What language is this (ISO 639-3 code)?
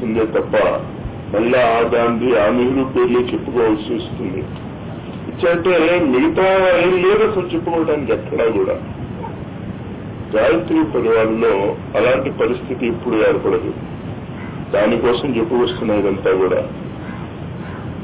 tel